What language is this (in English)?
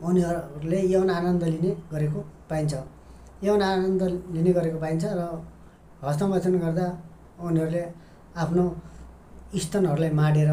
Nepali